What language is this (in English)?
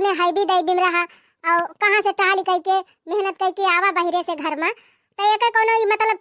Awadhi